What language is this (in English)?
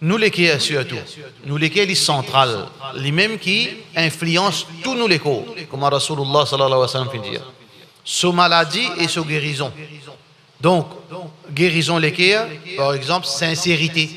Morisyen